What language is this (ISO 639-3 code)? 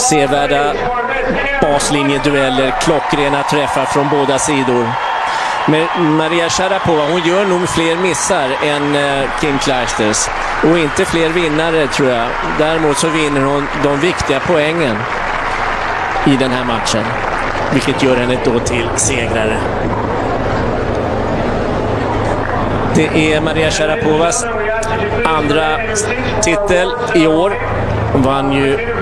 swe